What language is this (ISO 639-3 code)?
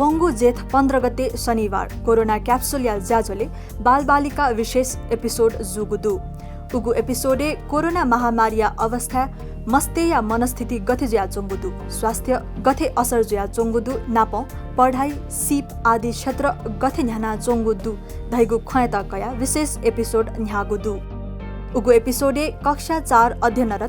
new